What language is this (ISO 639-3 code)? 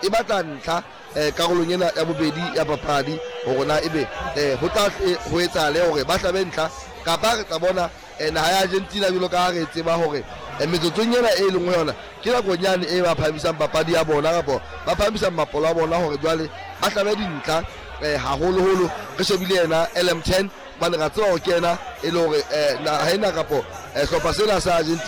sot